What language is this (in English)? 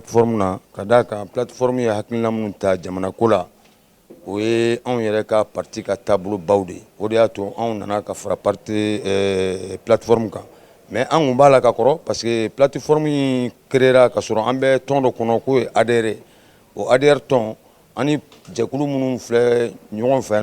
Bambara